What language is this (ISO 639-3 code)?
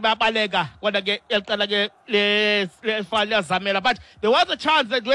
xho